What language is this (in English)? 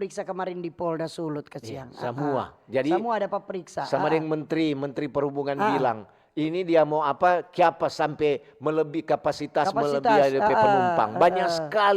Manado Malay